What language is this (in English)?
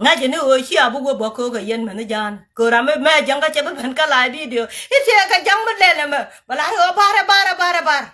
Nuer